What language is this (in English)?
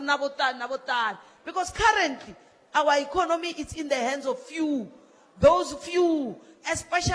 Tsonga